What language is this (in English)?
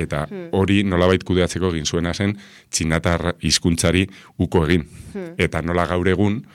Basque